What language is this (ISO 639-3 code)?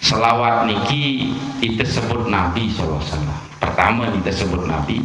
sas